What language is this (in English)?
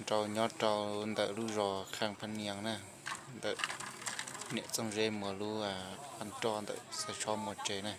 Hmong